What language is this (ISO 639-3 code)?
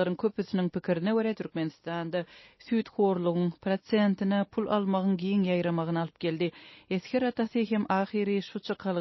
tuk